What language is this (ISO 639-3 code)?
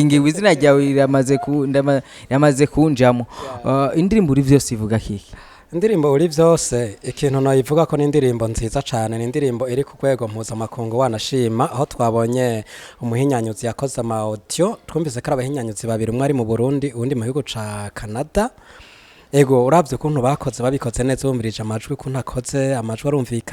run